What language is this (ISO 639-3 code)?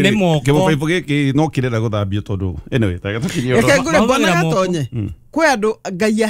kik